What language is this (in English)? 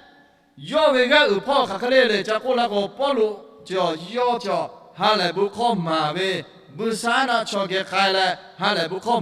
Lahu